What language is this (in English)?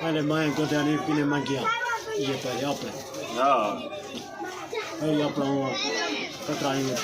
Saraiki